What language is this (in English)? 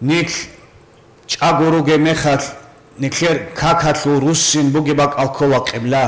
Avaric